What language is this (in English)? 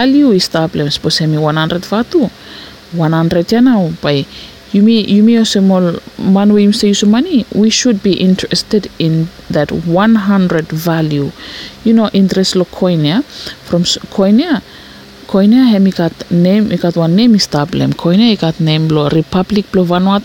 Bislama